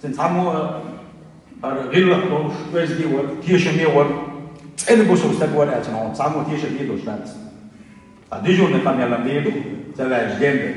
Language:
Chechen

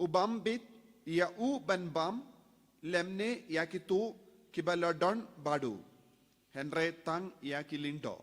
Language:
Khasi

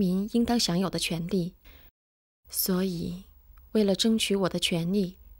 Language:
Chinese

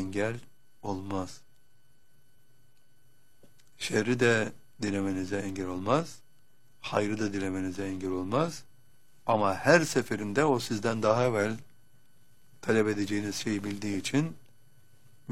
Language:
Turkish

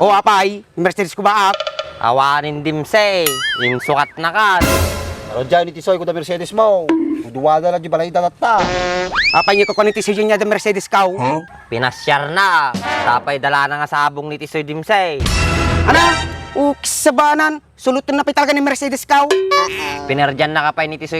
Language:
Iloko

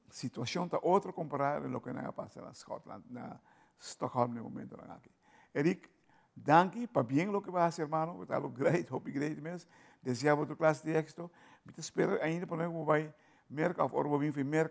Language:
Papiamento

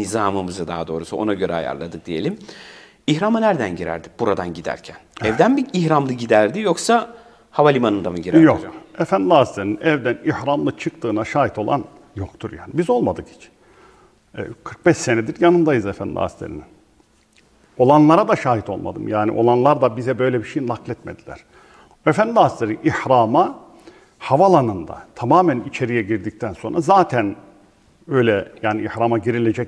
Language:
Turkish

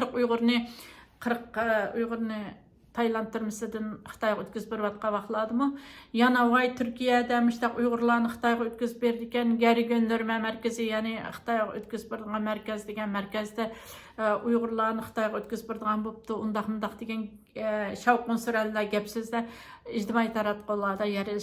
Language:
Uyghur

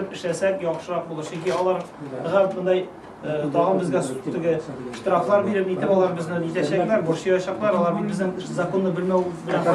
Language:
Tatar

